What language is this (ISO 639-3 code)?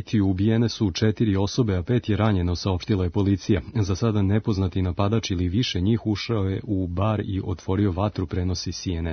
srp